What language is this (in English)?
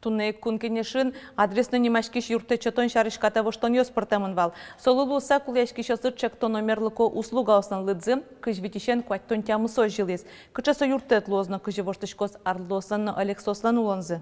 Udmurt